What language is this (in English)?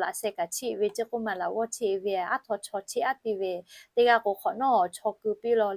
Lahu